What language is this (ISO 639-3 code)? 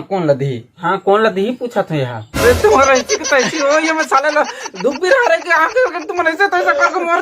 hne